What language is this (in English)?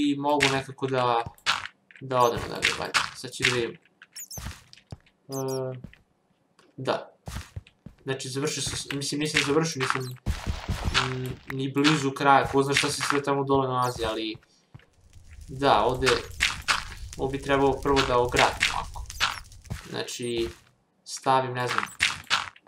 Serbian